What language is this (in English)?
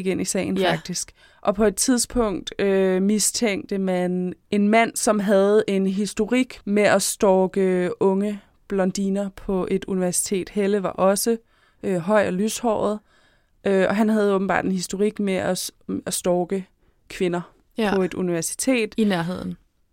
Danish